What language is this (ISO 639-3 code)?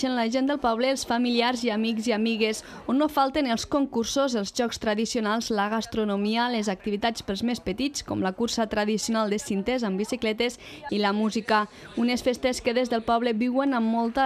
cat